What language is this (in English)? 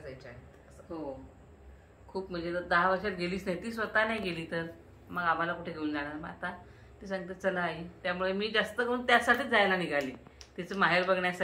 Marathi